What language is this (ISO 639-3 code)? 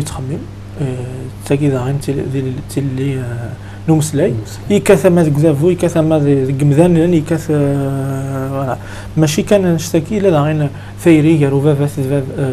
kab